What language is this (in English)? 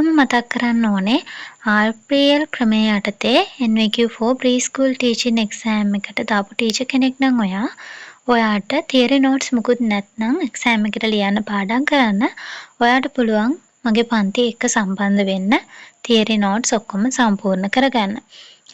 Sinhala